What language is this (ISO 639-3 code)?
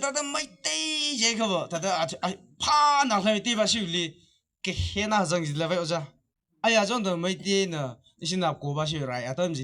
nmf